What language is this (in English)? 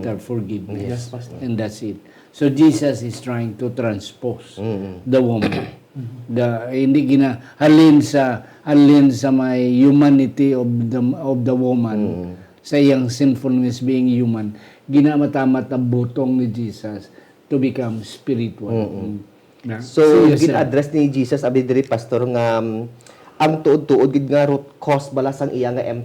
Hiligaynon